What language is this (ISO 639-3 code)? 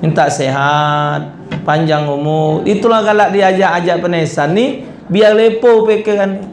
mui